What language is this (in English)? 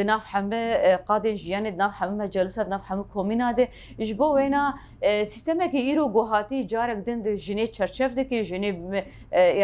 Kurdish